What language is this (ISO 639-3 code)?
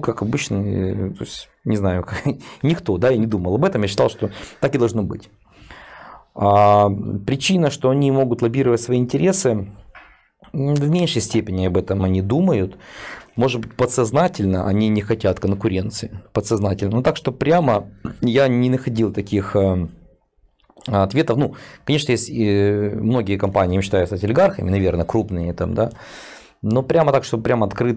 rus